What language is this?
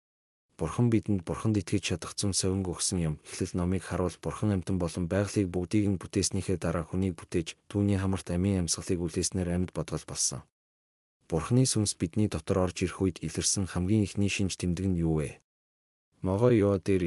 Mongolian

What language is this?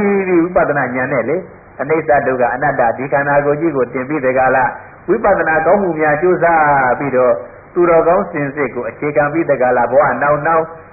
Burmese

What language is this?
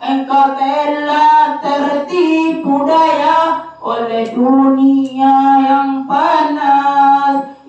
Minangkabau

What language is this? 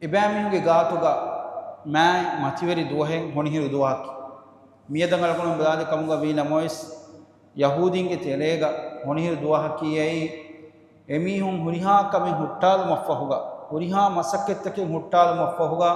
Divehi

